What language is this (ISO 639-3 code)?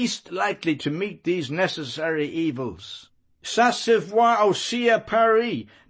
eng